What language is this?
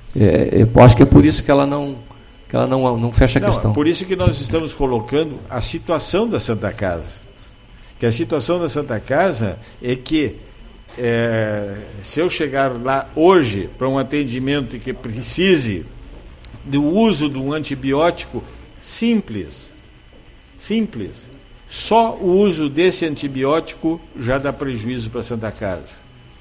Portuguese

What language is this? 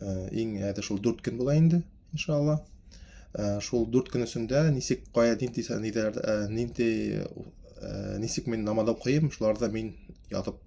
Bashkir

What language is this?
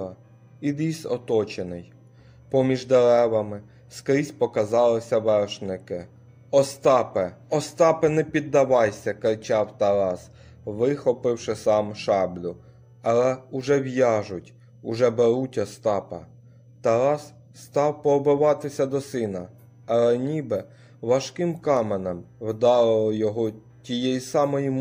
Ukrainian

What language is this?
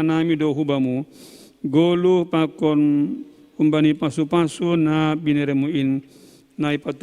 Batak Simalungun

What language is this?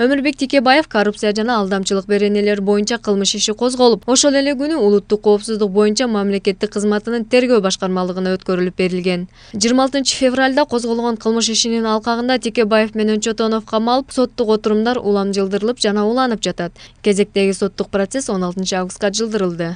Kyrgyz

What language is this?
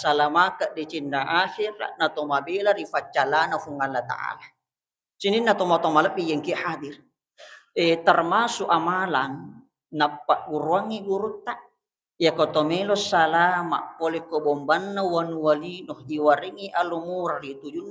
Buginese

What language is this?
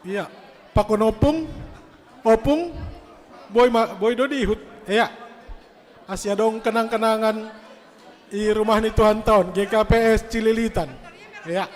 Batak Simalungun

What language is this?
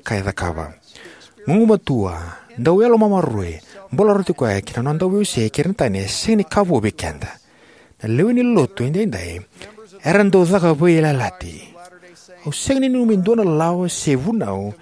Fijian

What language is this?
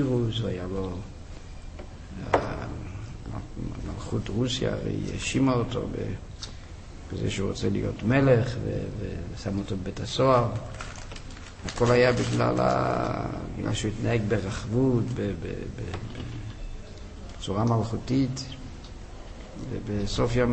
Hebrew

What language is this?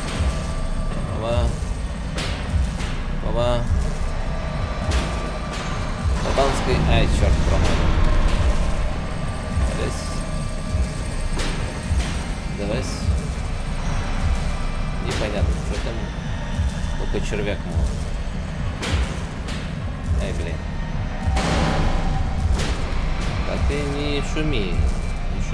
Russian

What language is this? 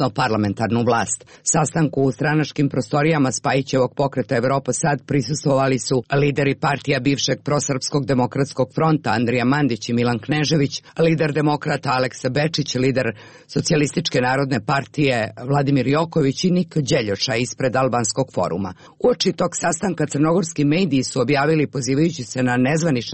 Serbian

